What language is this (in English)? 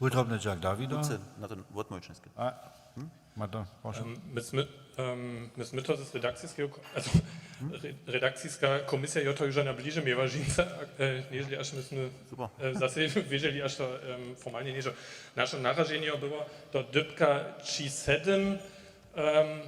Upper Sorbian